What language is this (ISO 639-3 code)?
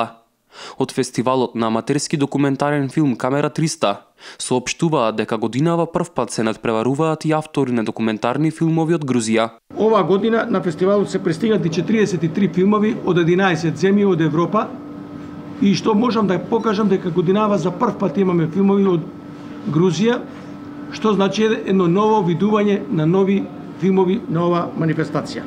mkd